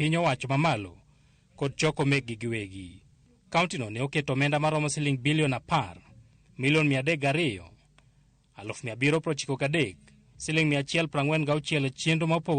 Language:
Luo (Kenya and Tanzania)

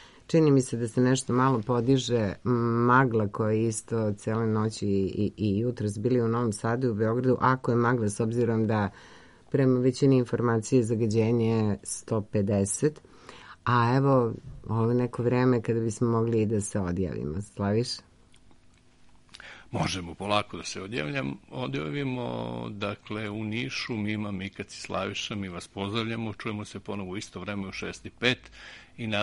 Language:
Serbian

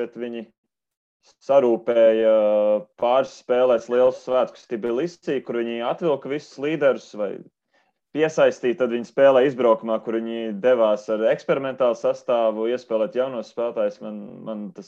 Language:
Latvian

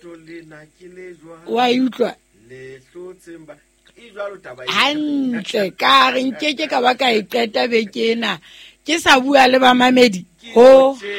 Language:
Southern Sotho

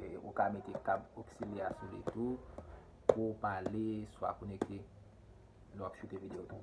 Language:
Haitian Creole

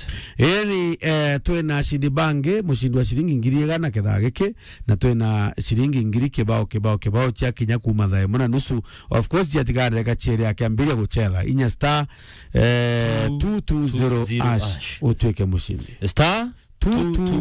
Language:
Meru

